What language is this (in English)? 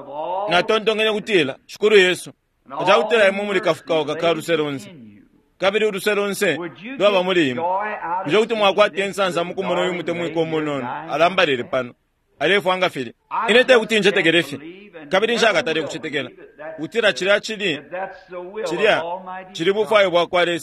Bemba